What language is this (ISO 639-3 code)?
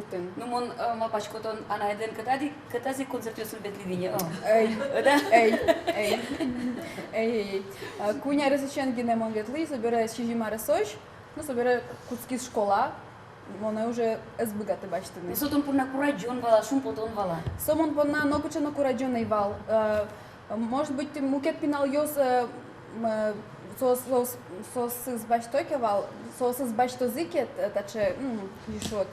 udm